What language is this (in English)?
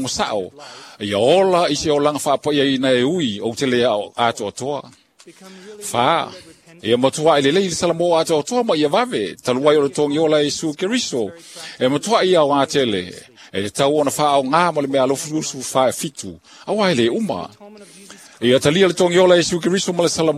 Samoan